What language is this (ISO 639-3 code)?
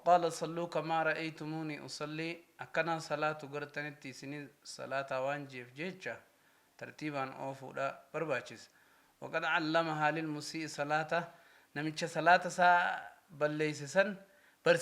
orm